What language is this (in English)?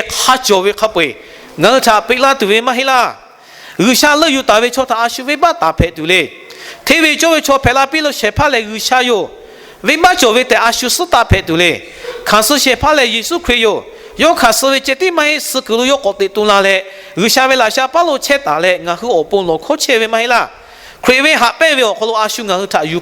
Lahu